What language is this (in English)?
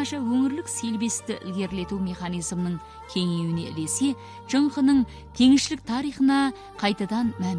Kazakh